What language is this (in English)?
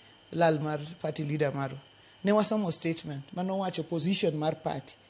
Luo (Kenya and Tanzania)